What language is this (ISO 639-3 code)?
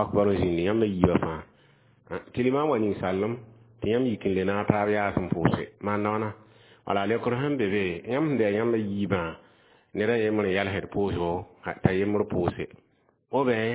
mos